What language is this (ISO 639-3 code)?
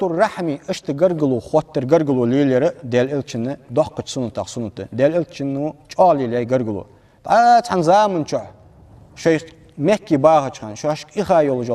inh